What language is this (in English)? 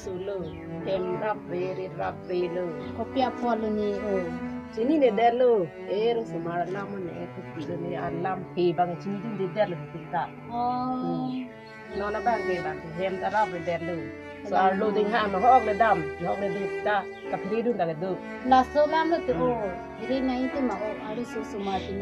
Karbi